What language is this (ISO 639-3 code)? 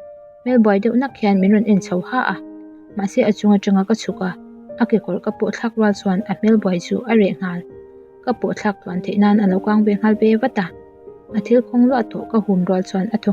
lus